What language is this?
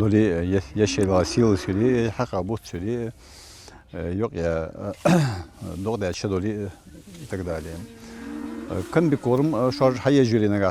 Ingush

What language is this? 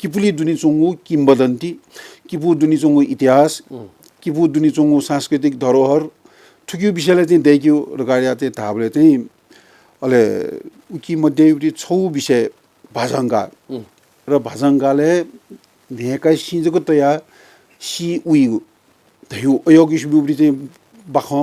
Newari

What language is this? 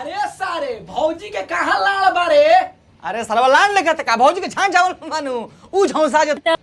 Bhojpuri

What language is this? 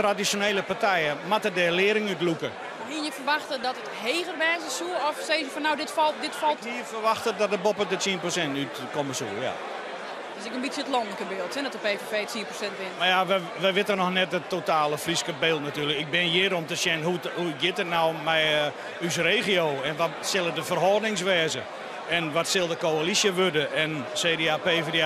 Western Frisian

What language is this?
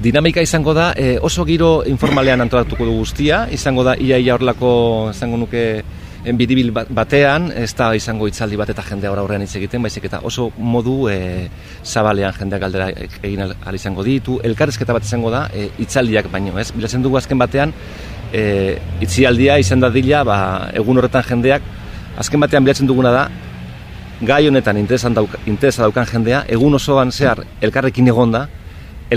Basque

